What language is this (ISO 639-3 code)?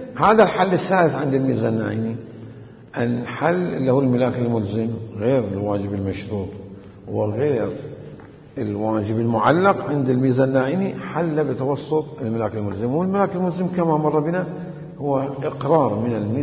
acm